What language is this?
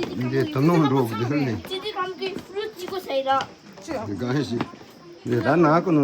Tibetan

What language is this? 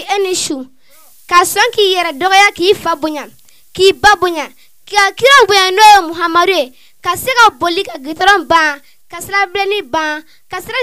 Bambara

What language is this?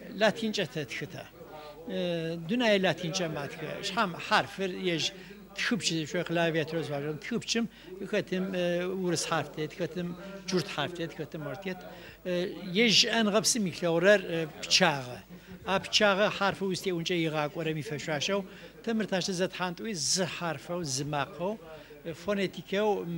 Adyghe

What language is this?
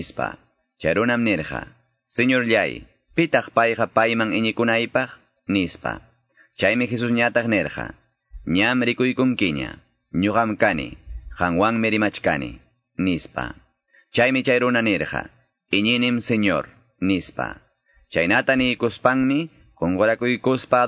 Quechua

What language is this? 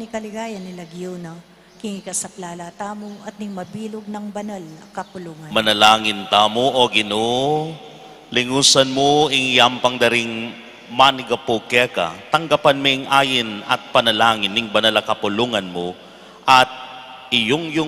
Pampanga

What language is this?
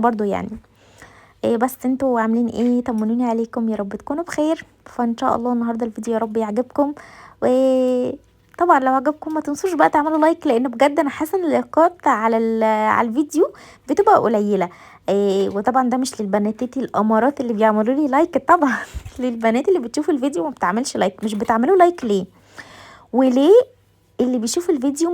Egyptian Arabic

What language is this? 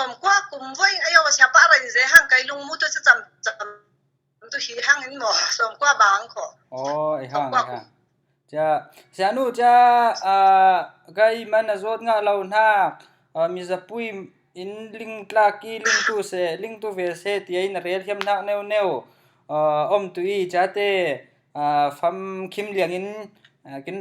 Falam Chin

